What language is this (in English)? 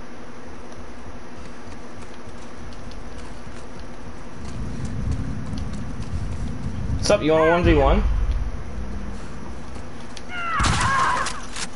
English